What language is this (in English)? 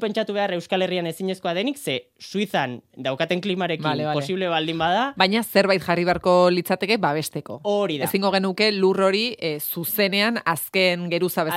Basque